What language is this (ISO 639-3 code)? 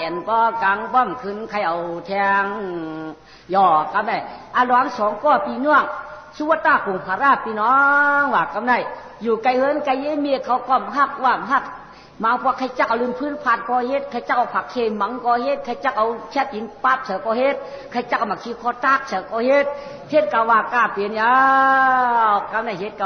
shn